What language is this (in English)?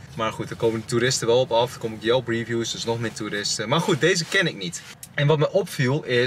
Dutch